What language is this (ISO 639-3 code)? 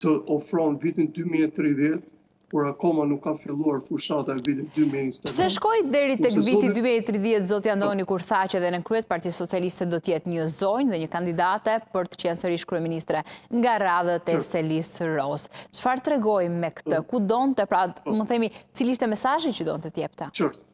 sqi